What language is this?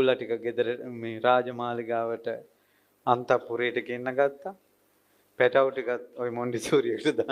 Sinhala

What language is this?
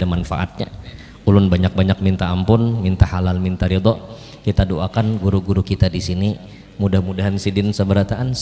Banjar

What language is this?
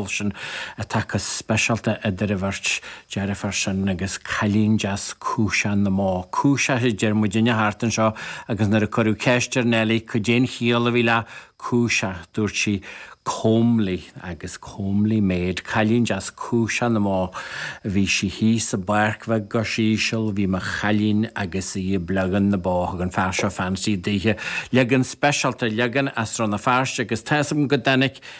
Irish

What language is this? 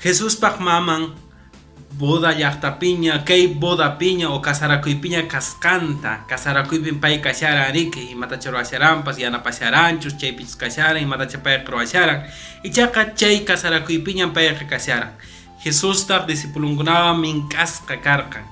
Quechua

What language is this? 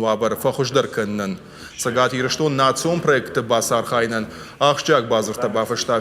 Ossetic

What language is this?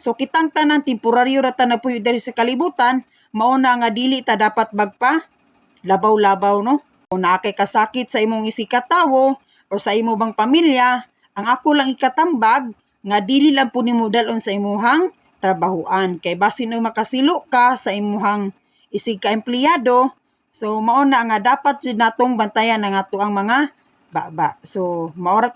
Cebuano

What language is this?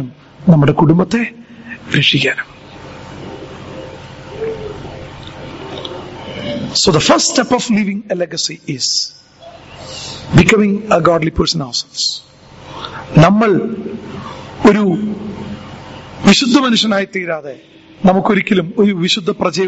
Malayalam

